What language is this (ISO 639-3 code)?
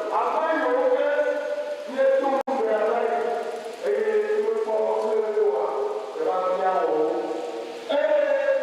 ewe